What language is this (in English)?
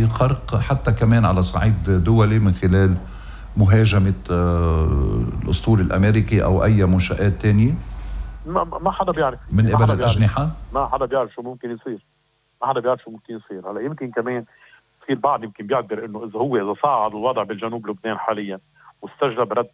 North Levantine Arabic